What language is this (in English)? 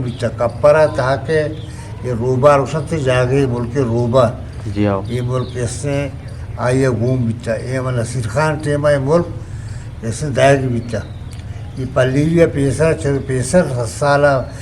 Eastern Balochi